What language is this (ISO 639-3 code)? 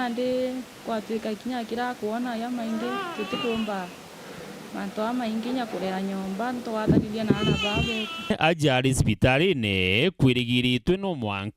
mer